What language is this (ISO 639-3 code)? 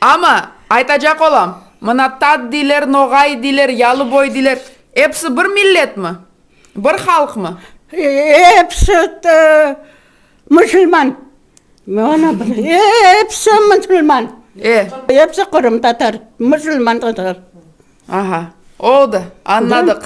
crh